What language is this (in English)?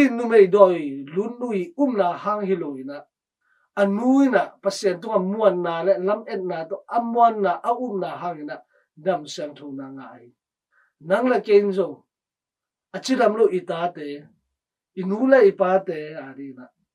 Tedim Chin